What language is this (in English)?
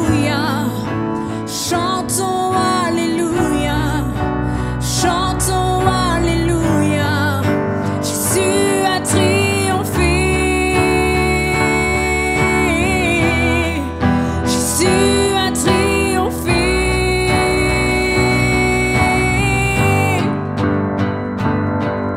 French